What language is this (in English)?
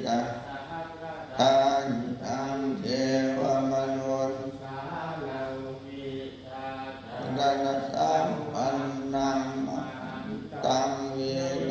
Pali